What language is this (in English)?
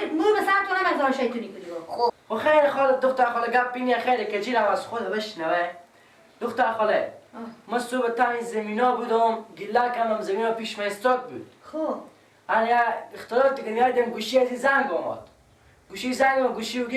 Persian